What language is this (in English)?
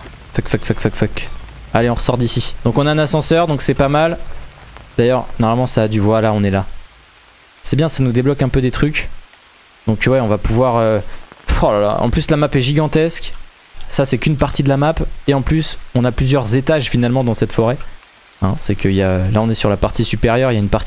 French